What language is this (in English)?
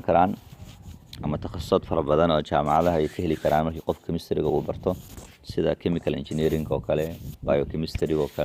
Somali